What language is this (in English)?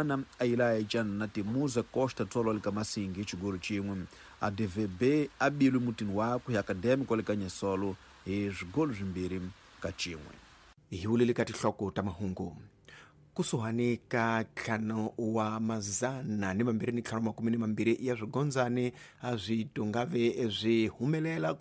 Tsonga